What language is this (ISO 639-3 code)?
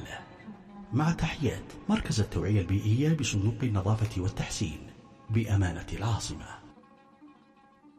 ara